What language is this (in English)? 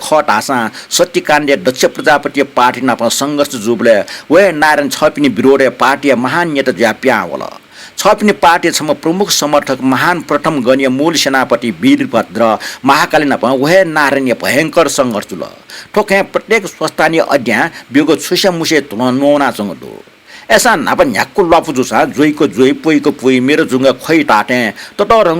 Newari